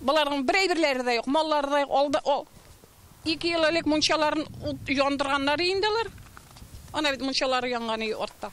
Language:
Tatar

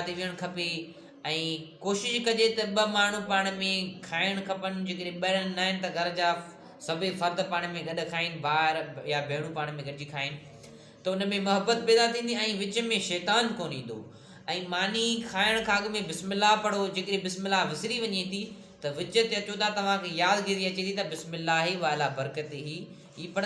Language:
Sindhi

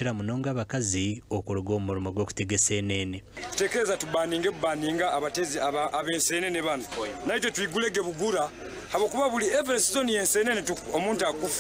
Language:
Nyankole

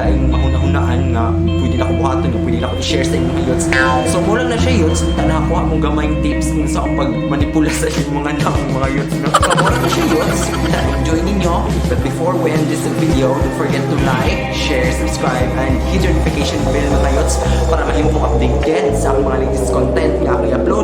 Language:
Cebuano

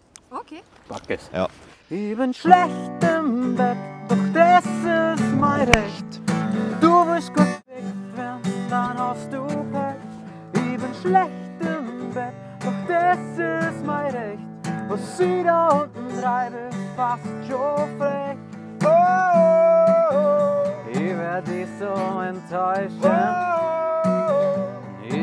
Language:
Bavarian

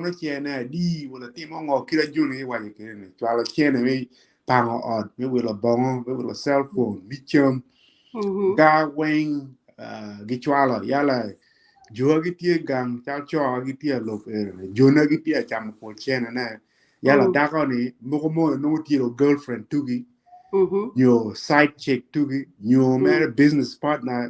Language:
Acoli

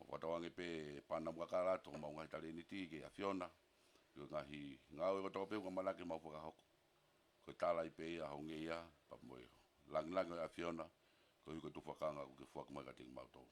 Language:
Tongan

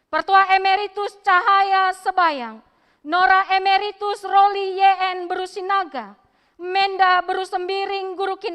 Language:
Batak Karo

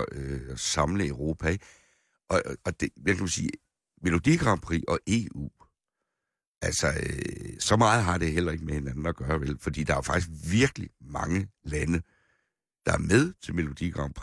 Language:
Danish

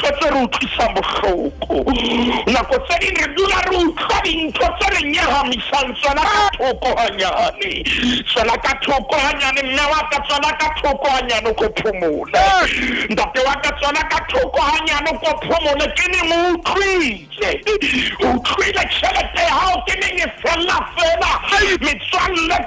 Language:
Southern Sotho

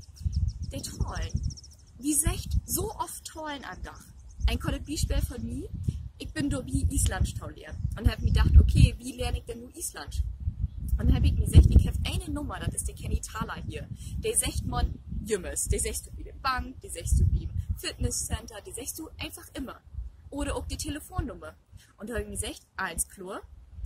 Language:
Low German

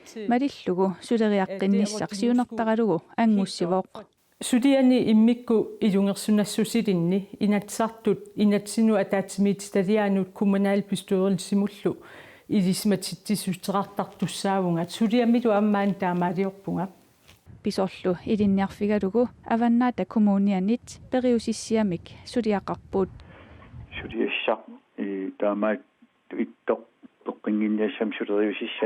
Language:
Kalaallisut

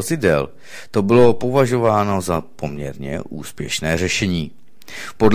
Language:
Czech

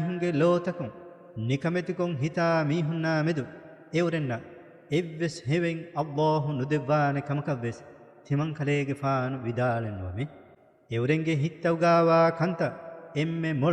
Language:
Divehi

